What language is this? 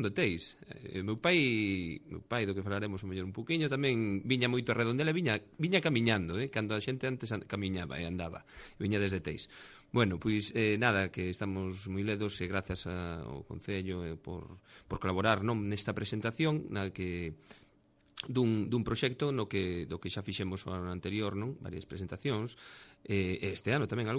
Galician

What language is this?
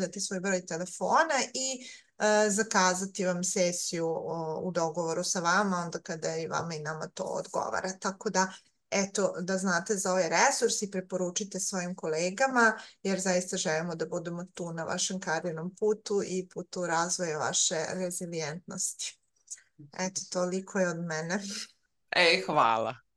Serbian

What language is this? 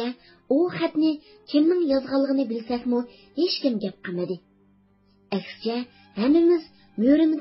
Uyghur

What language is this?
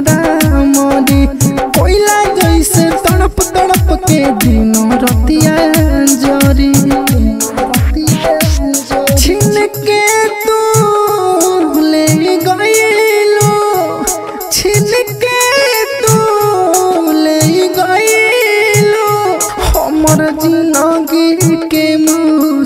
Bhojpuri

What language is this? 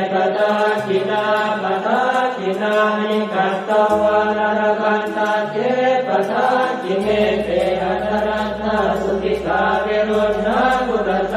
Pali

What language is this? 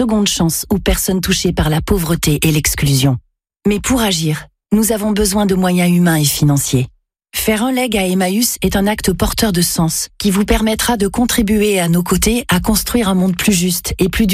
French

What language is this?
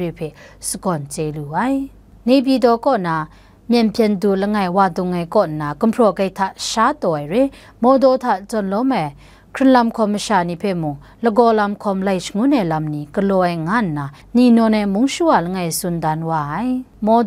Kachin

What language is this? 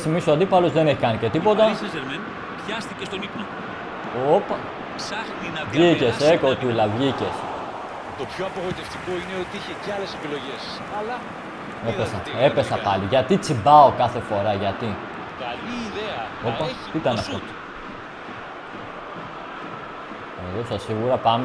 Greek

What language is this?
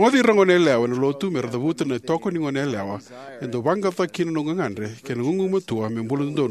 Fijian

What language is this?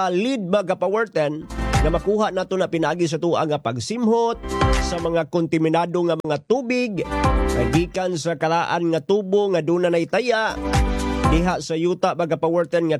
Cebuano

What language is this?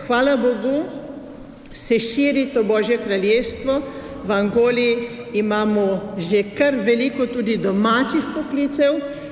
Slovenian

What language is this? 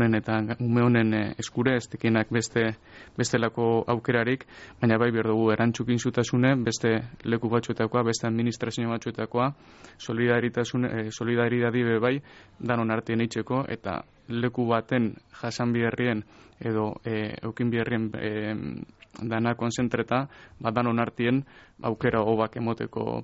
Basque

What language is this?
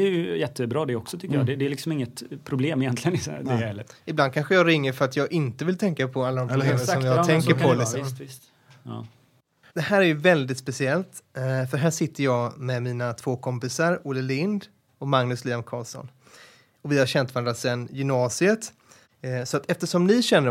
Swedish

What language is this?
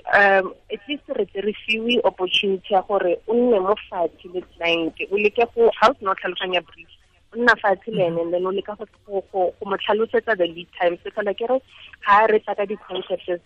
Tswana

